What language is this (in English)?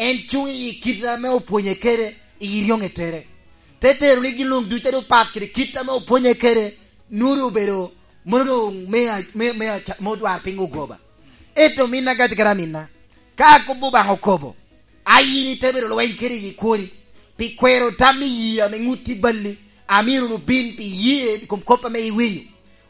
Lango (Uganda)